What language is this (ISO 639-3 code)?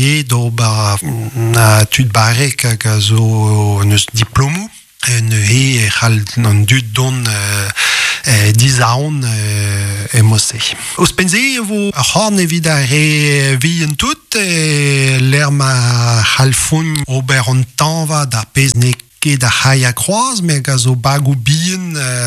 bre